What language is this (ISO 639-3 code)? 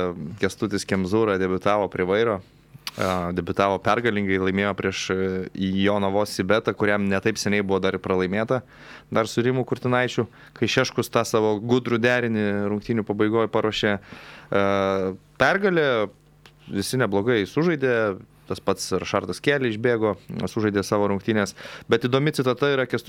lit